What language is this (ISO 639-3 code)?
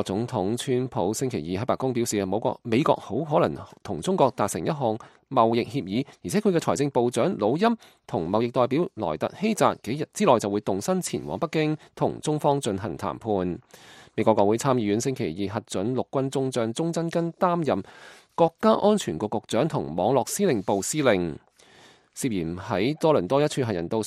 yue